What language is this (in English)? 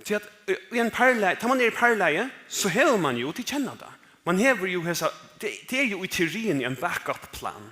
Faroese